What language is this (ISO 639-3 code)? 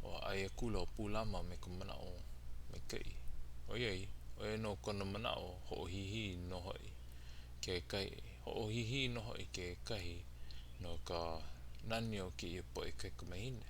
haw